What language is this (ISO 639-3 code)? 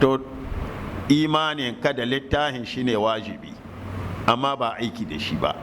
hau